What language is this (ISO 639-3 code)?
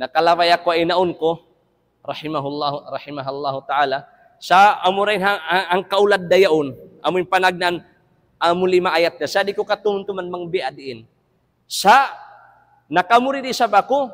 tsg